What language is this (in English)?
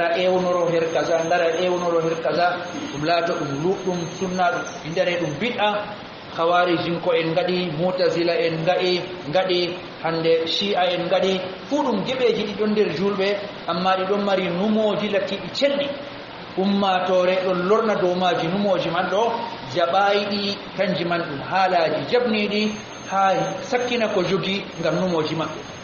Fula